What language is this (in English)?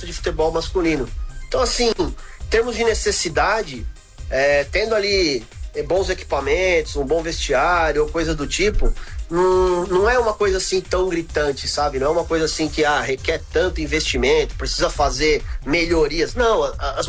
Portuguese